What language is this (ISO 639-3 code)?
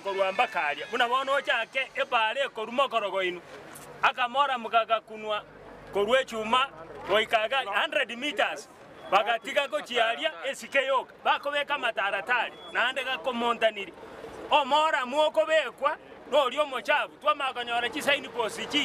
guz